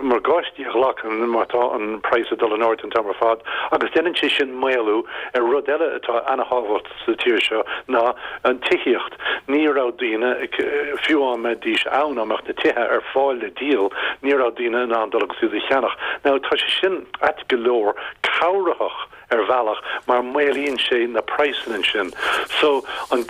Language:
Irish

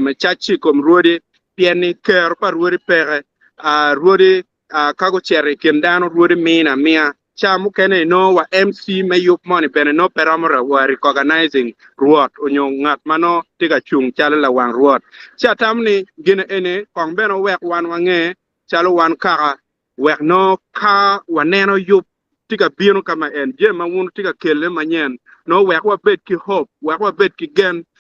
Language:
Acoli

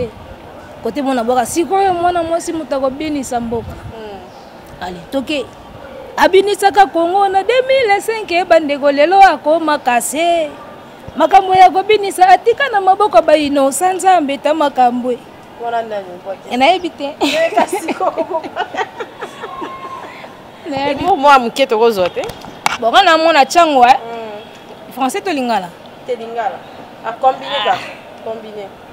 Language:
Lingala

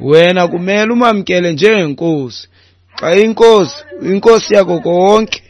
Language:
Xhosa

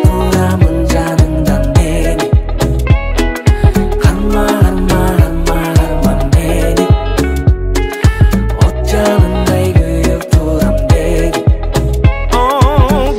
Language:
Kazakh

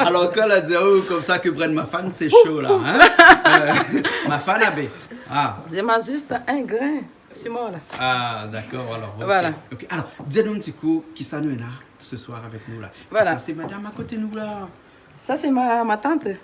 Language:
Réunion Creole French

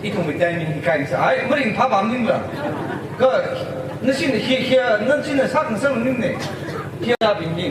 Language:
Tangkhul Naga (India)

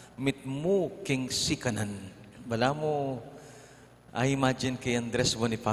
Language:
Pampanga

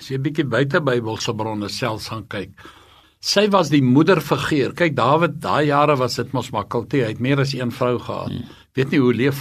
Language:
Afrikaans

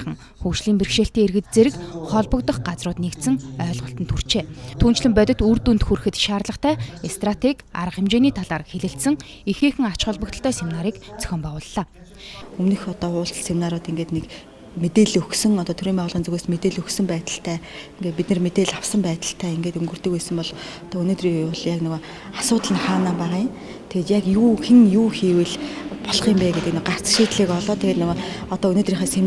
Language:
Mongolian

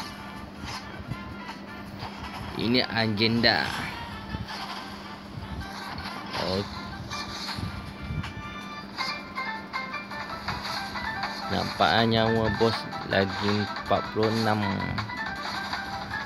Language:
Malay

